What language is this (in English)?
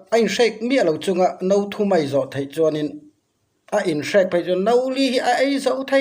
Mizo